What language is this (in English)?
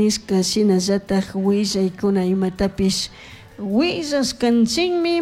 Chimborazo Highland Quichua